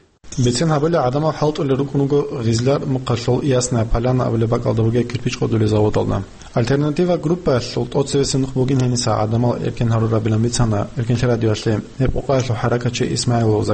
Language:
Avaric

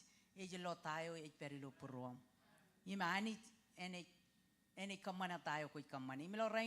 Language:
Marshallese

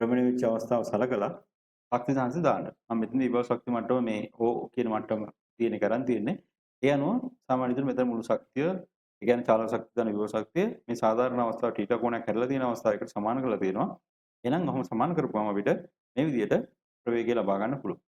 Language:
Sinhala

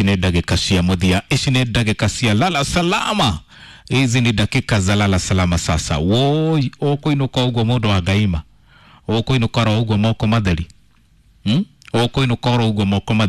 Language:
Kikuyu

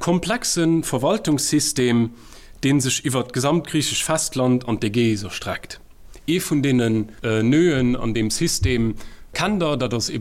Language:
Luxembourgish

